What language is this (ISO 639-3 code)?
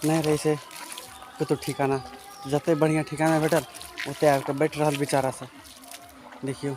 mai